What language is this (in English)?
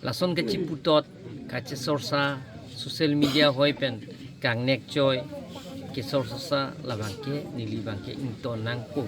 Karbi